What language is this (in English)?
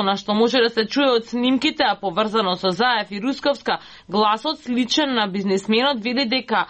Macedonian